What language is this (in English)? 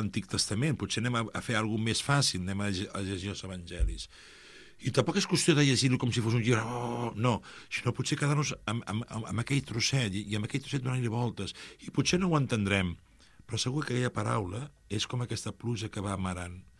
Catalan